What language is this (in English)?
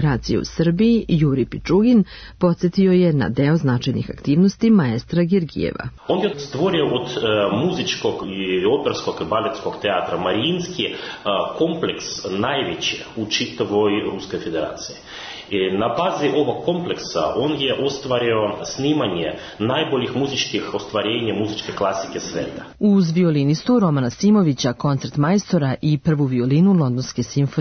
Serbian